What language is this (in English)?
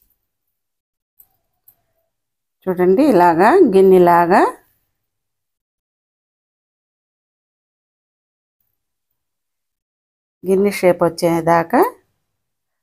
Telugu